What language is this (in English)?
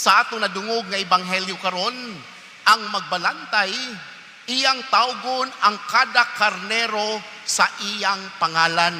Cebuano